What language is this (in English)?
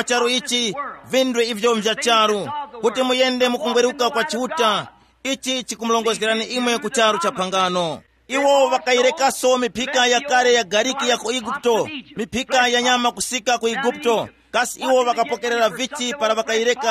Tumbuka